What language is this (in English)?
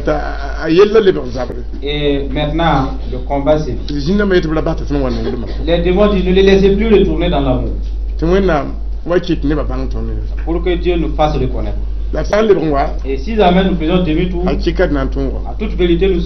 Mossi